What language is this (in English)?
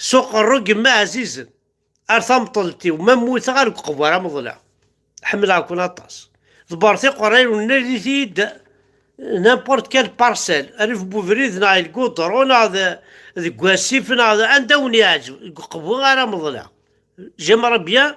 Kabyle